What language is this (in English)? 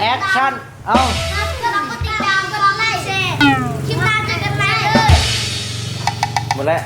Lao